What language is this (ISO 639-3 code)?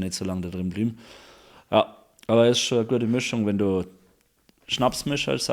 bar